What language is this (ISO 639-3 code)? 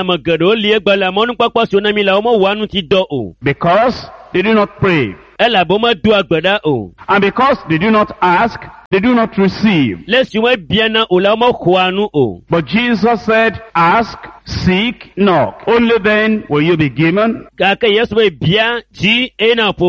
ewe